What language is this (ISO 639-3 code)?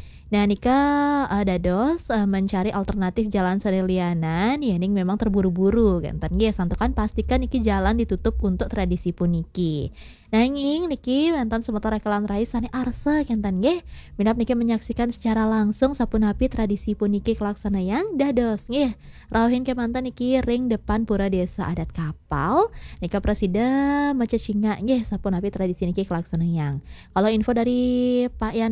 ban